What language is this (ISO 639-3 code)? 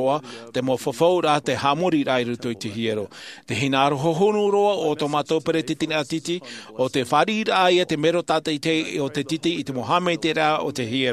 tah